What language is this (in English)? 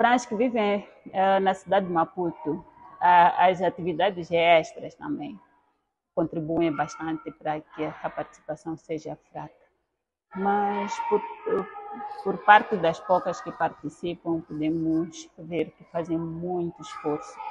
Portuguese